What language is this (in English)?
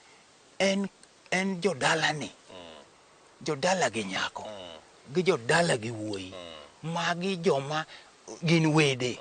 Luo (Kenya and Tanzania)